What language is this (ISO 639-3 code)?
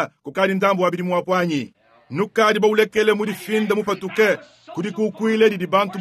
lua